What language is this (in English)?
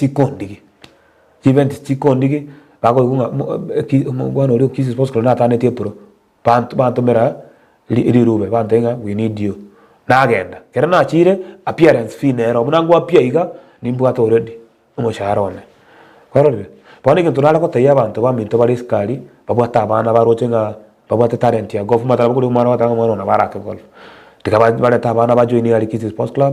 Gusii